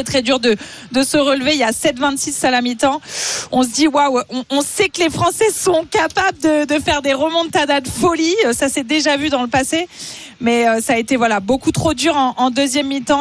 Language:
French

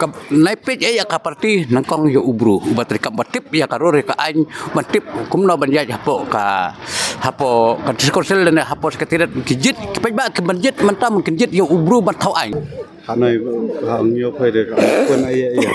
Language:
Khasi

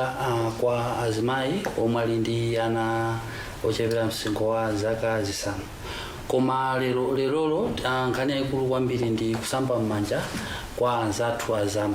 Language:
Nyanja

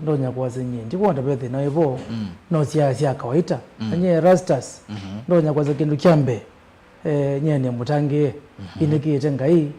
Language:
Kamba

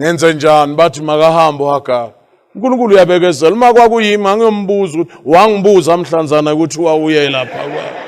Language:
Zulu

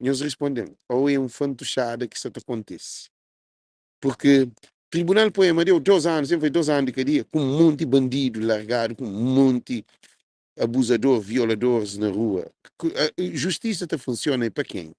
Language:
Kabuverdianu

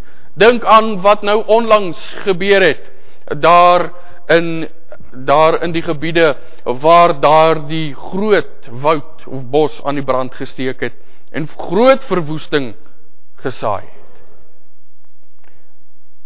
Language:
Afrikaans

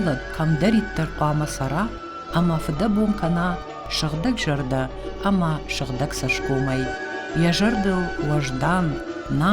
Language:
Ossetic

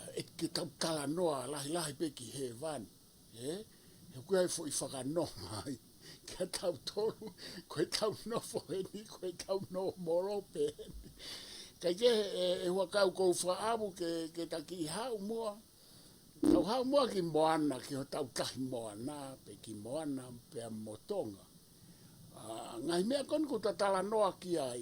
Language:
Tongan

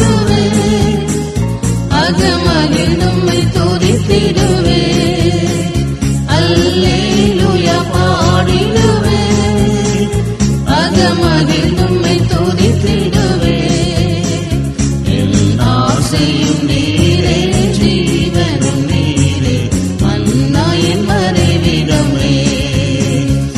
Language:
Tamil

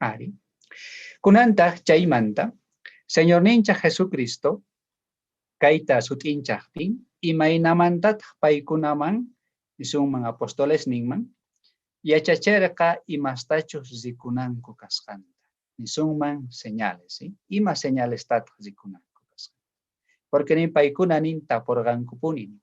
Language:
South Bolivian Quechua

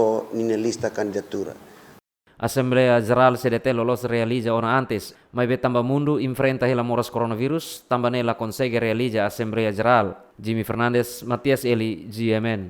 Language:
Tetum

